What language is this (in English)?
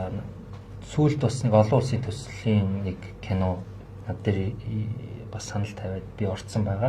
Mongolian